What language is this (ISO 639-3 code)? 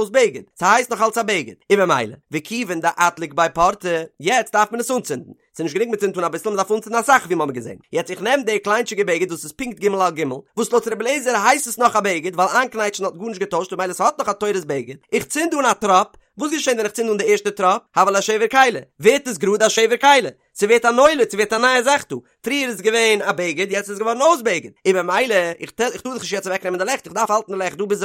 yid